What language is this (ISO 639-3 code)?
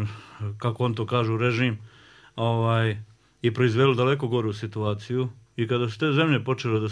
bos